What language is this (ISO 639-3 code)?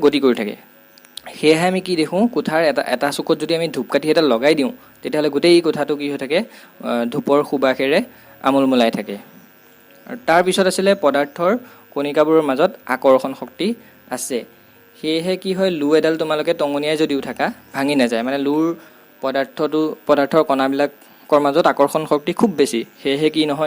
asm